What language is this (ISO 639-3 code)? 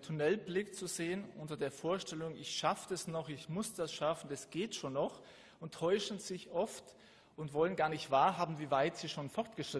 deu